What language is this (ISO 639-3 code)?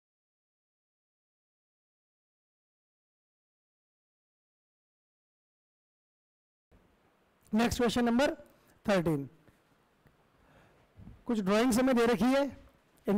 hin